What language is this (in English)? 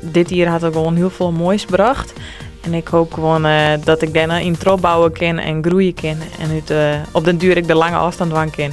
Western Frisian